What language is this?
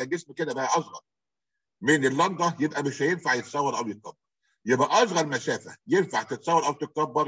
Egyptian Arabic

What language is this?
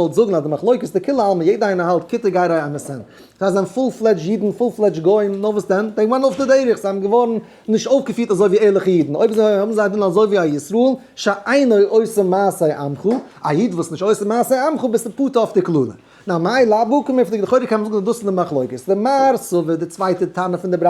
Yiddish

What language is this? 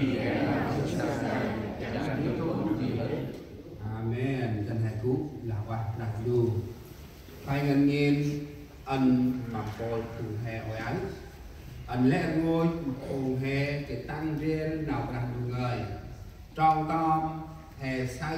Central Mnong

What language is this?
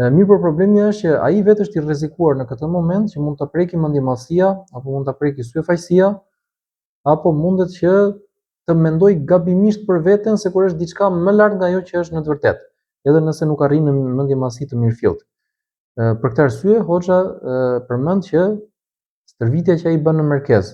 Albanian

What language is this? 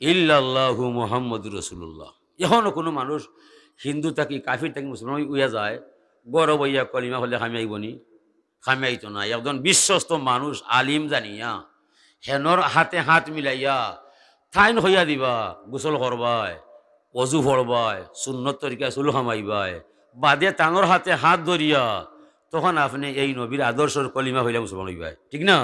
Sylheti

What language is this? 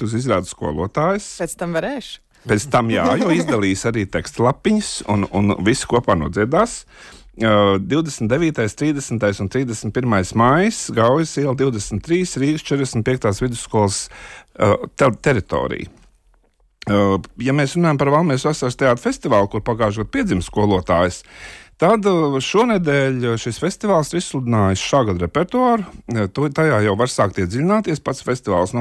Latvian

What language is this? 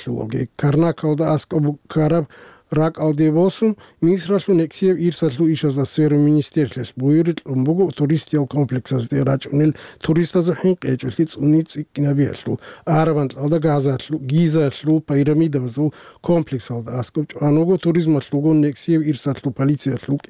Avaric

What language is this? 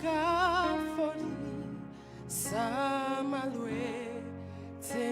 Southern Sotho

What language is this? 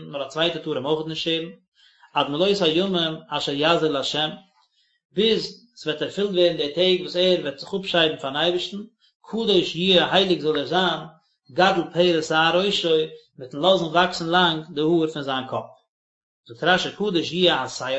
Yiddish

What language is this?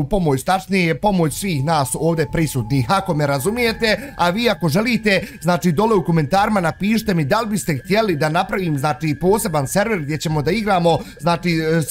Bosnian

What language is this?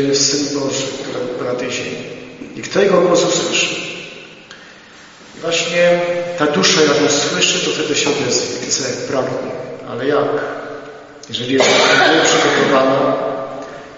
Polish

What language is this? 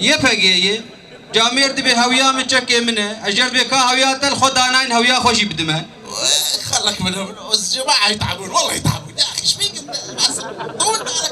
Kurdish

